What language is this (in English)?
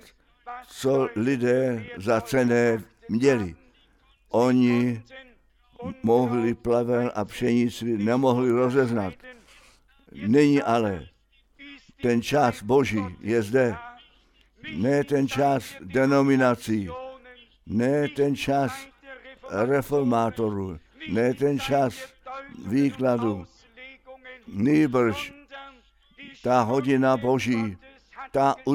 Czech